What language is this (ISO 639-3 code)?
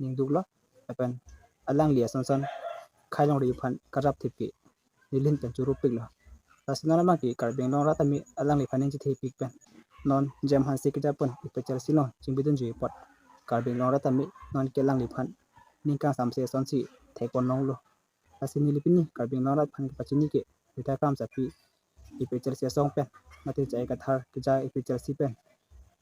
mjw